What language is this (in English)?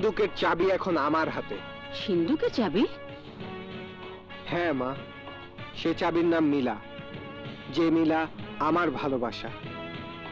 Bangla